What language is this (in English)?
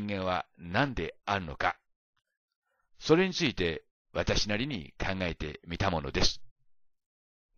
Japanese